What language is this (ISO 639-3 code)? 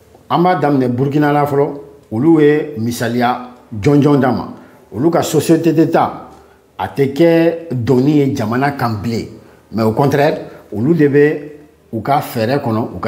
bam